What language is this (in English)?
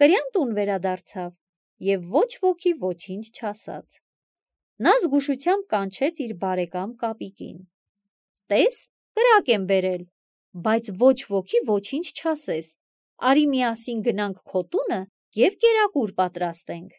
Armenian